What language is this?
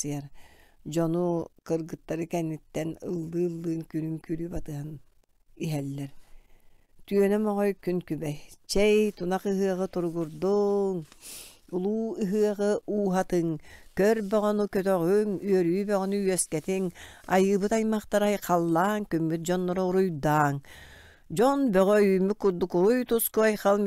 Yakut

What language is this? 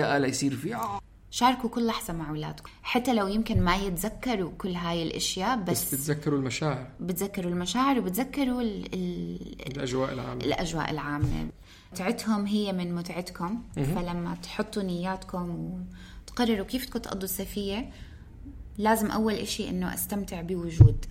North Levantine Arabic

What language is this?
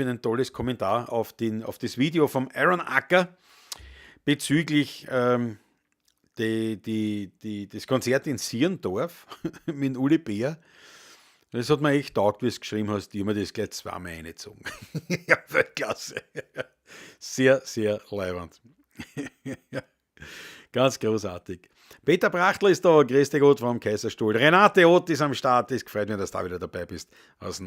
Bavarian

